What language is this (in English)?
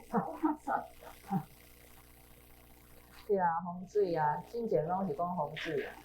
Min Nan Chinese